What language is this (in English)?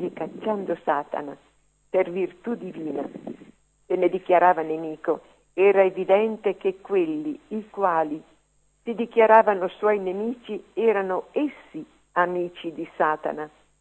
Italian